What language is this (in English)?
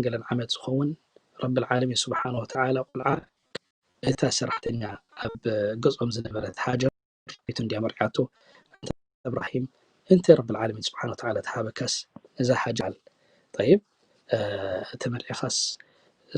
Tigrinya